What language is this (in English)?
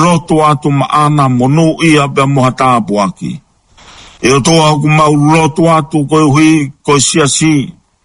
Tongan